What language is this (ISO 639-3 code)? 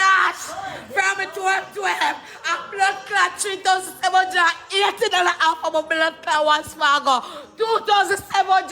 jam